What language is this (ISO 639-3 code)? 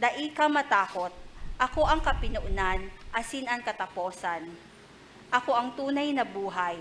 bik